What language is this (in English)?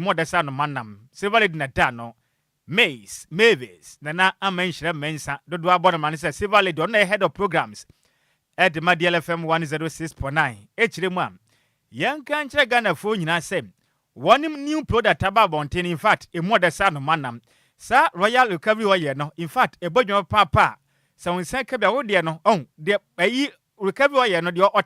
Akan